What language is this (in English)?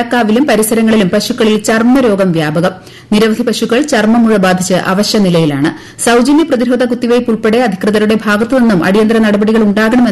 Malayalam